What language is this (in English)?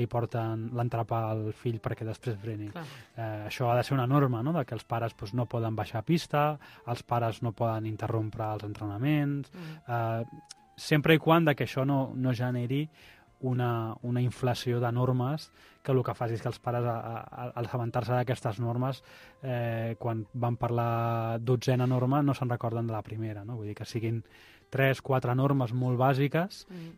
Catalan